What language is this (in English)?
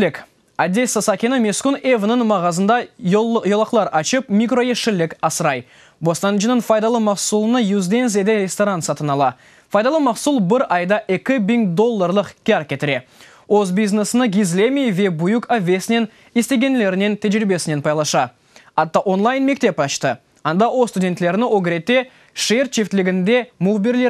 Crimean Tatar